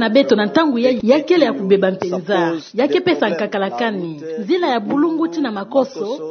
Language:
Kituba (Democratic Republic of Congo)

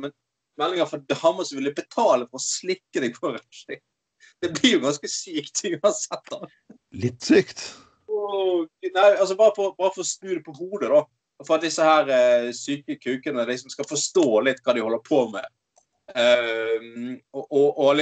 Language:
Norwegian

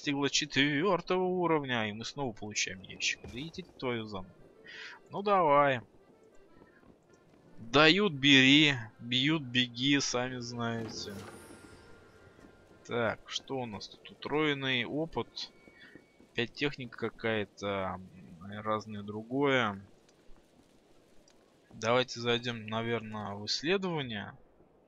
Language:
Russian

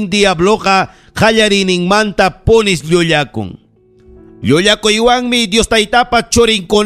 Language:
Ayacucho Quechua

